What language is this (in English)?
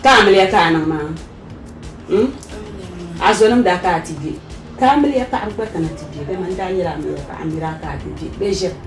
Dagbani